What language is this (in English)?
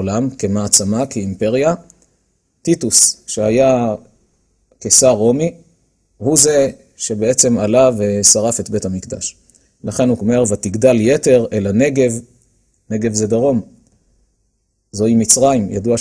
Hebrew